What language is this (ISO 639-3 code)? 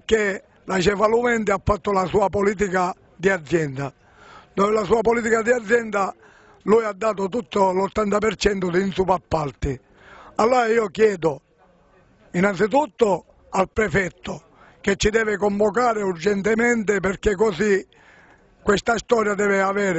ita